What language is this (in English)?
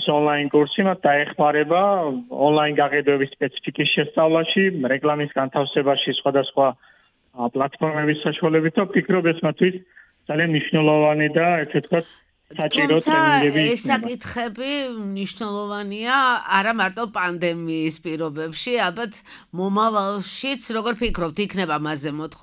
Georgian